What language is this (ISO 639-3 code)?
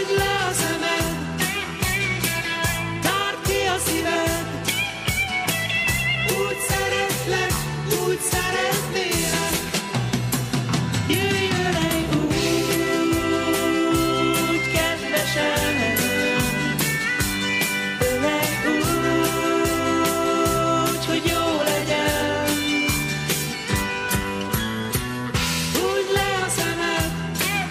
hun